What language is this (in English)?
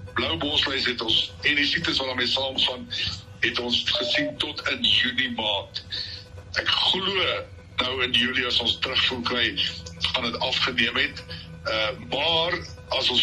Afrikaans